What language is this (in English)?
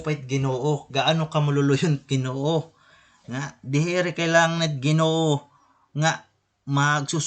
Waray